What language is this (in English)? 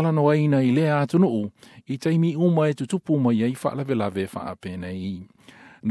Samoan